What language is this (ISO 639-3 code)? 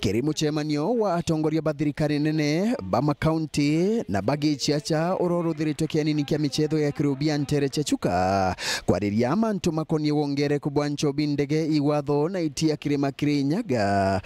mer